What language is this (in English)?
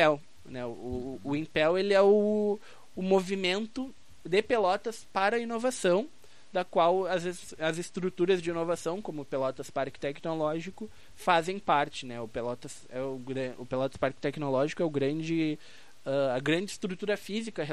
Portuguese